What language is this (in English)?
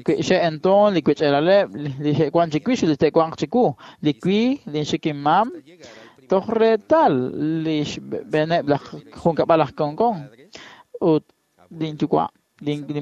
Kekchí